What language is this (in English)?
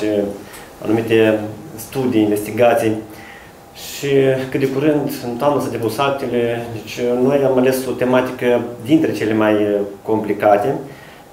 Romanian